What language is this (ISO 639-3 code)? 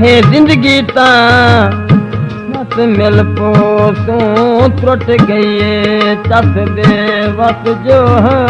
skr